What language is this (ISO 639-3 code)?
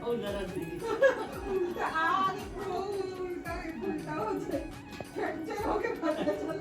hne